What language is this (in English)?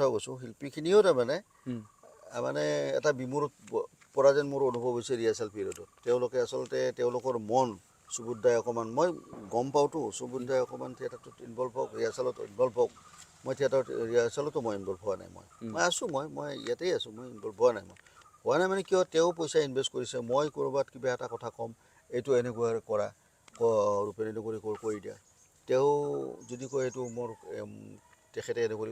Assamese